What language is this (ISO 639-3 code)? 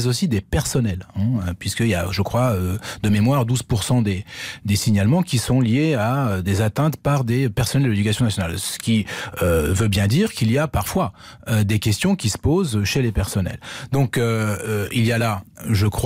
fra